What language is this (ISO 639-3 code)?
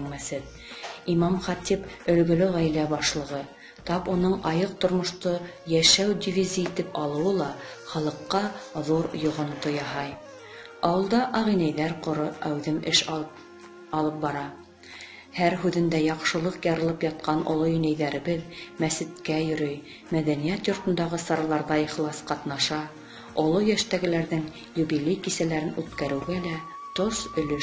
bak